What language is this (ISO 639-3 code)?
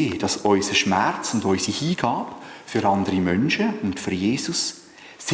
gsw